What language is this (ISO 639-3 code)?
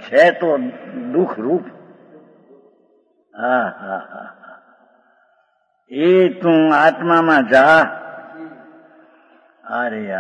guj